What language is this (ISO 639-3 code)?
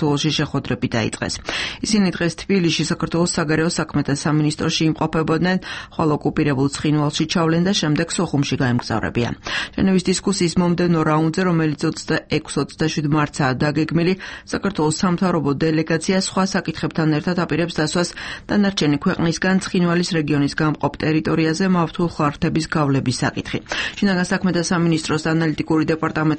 kat